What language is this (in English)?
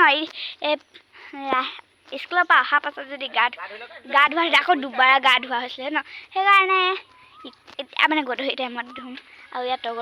Assamese